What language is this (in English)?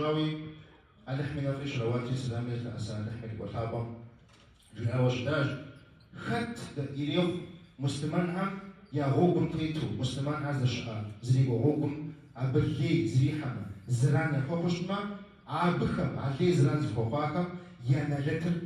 Kabardian